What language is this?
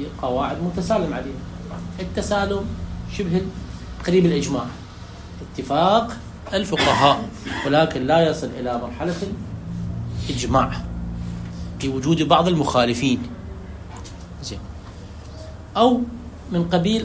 Arabic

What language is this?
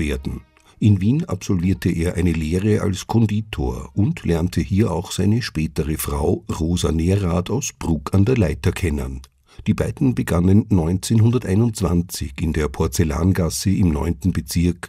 German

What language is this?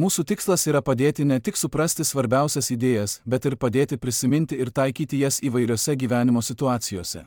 Lithuanian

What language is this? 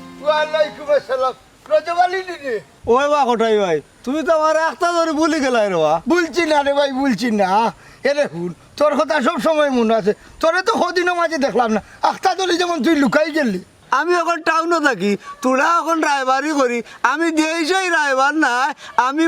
Sylheti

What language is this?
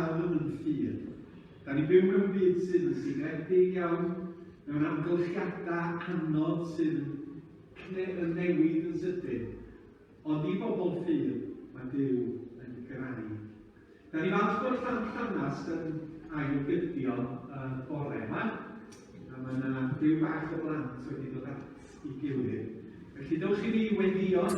Welsh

